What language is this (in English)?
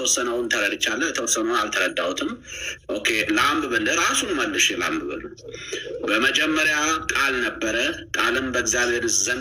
Amharic